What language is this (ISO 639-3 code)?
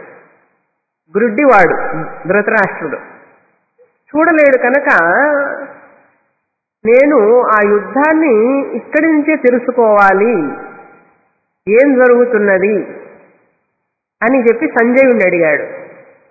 tel